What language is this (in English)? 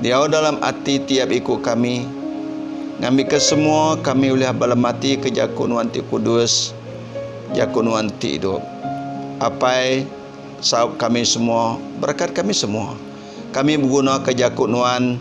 Iban